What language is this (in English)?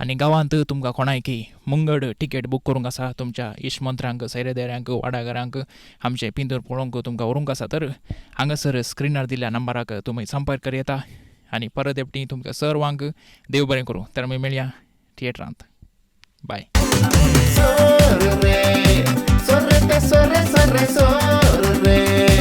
Konkani